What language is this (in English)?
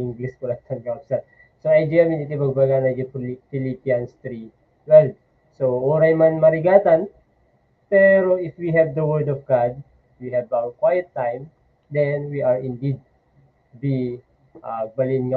Iloko